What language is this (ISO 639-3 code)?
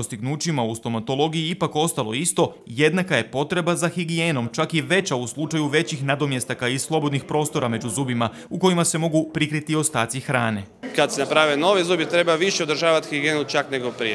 hrv